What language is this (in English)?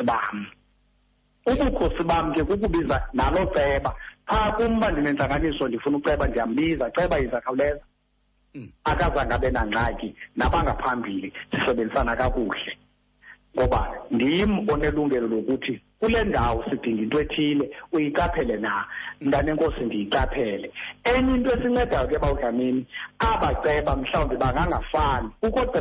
Xhosa